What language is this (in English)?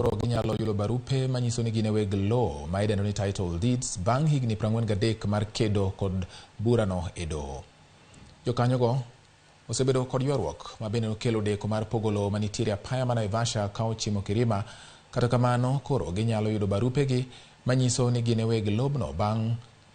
Luo (Kenya and Tanzania)